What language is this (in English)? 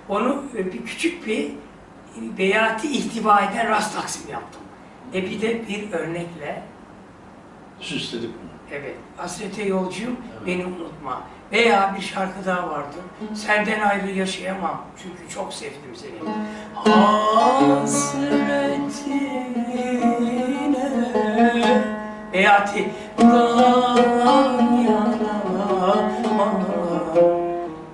Turkish